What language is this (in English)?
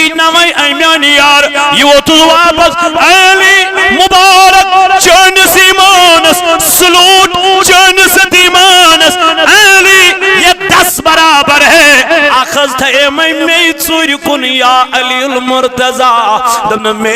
Kashmiri